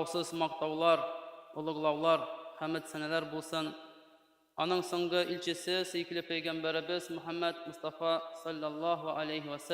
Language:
Tatar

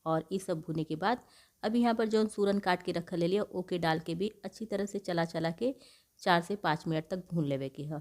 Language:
Bhojpuri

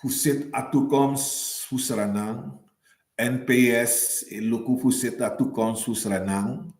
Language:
Sranan Tongo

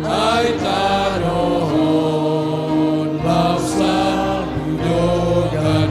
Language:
Batak Simalungun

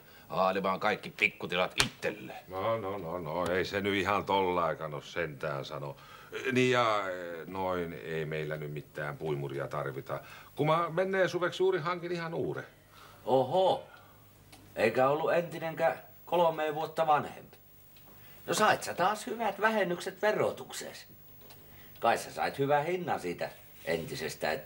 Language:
Finnish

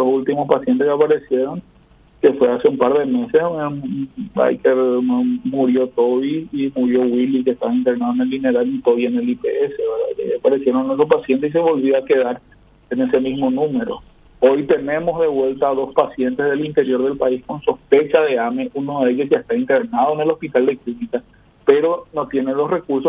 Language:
Spanish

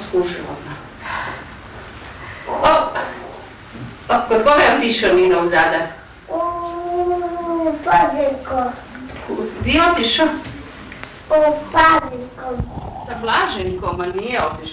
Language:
Croatian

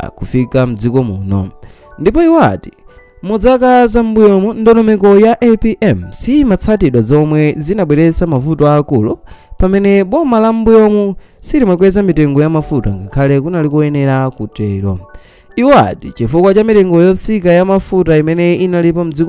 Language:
Nyanja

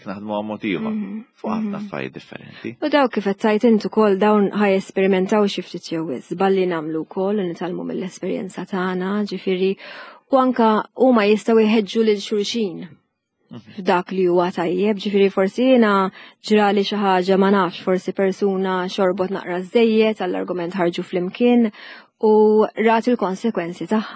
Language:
Maltese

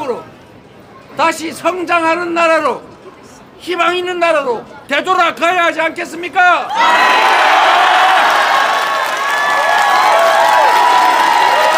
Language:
Korean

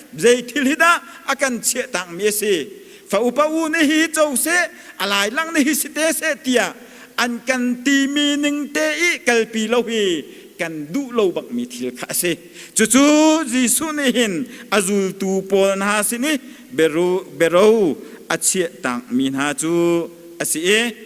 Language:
Hakha Chin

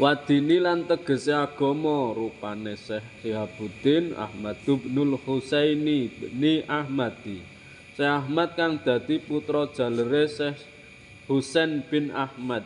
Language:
Javanese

